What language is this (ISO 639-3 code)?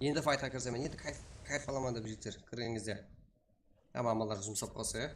kaa